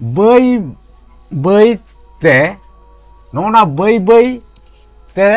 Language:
Santali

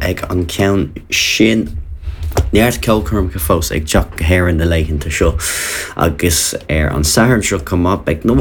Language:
Irish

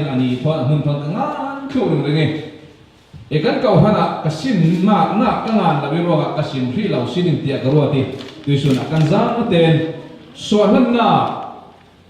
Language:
Falam Chin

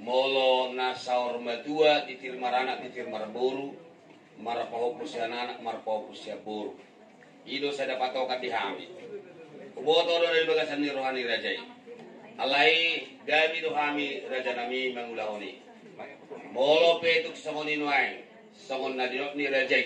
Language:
Batak Toba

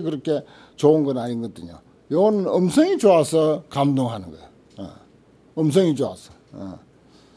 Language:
Korean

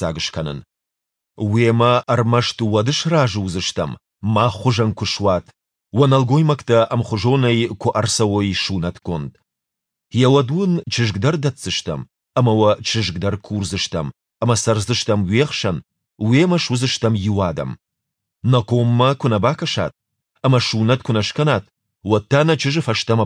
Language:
Ossetic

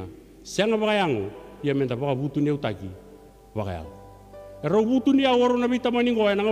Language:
Fijian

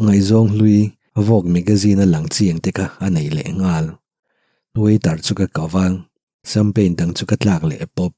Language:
Mizo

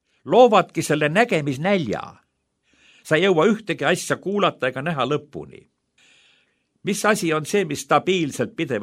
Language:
Estonian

